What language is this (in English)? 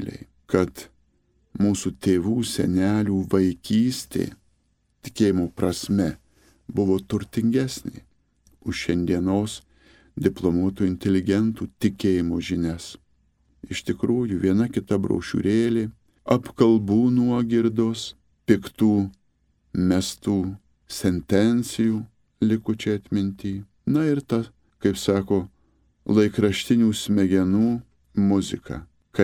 Lithuanian